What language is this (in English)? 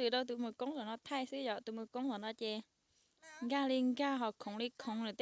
Hmong